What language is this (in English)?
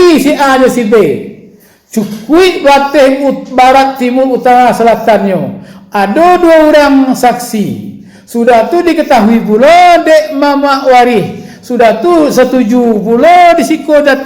Minangkabau